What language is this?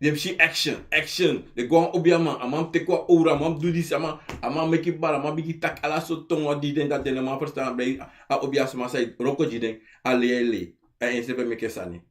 Sranan Tongo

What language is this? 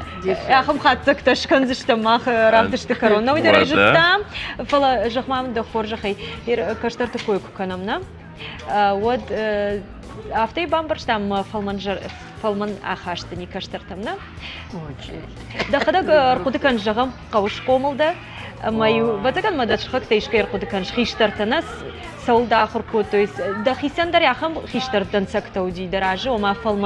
Ossetic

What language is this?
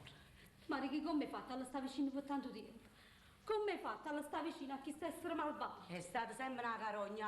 Neapolitan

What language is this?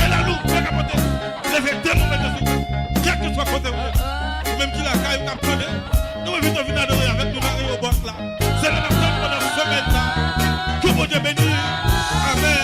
Haitian Creole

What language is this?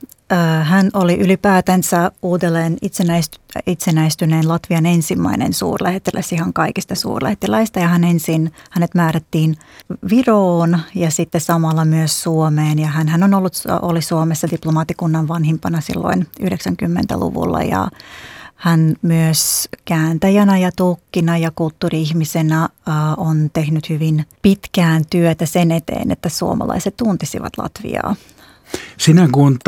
Finnish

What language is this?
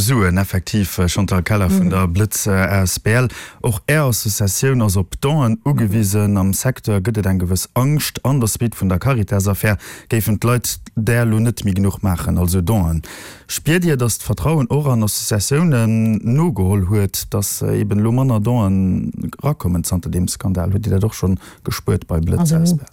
Luxembourgish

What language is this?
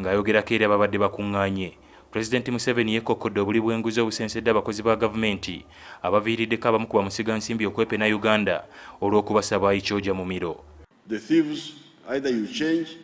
Ganda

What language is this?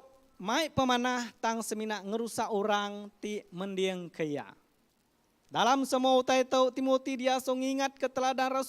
Iban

